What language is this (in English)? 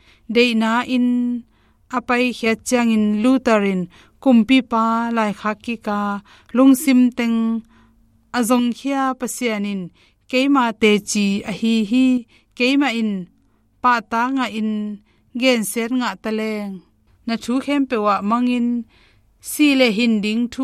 Tedim Chin